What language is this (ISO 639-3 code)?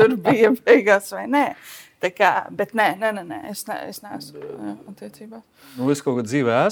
lav